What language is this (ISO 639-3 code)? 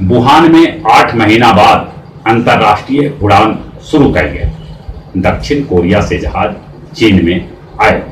mag